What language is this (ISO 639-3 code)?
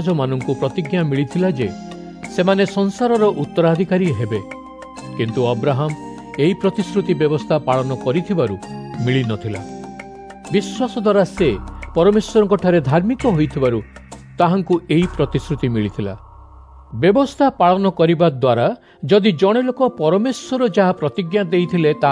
ori